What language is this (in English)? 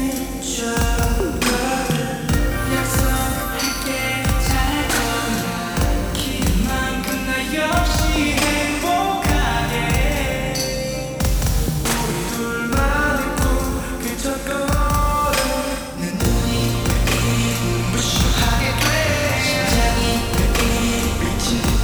Korean